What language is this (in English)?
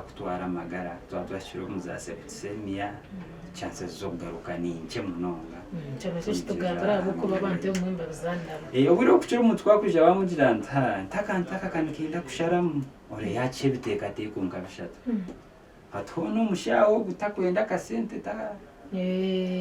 Nyankole